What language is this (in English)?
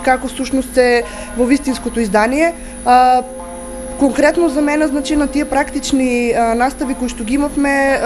Macedonian